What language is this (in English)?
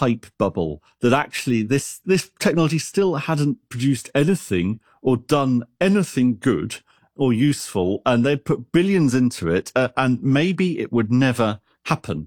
English